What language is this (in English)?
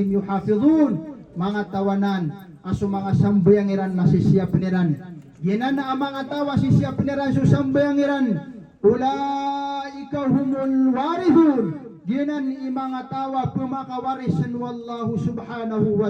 Maranao